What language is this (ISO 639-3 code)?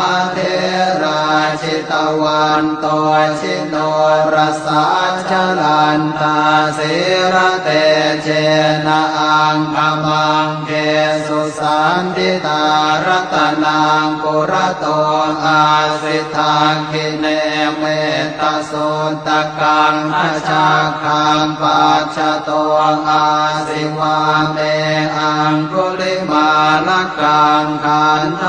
pli